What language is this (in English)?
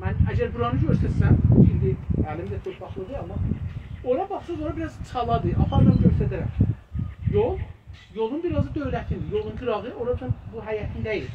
South Azerbaijani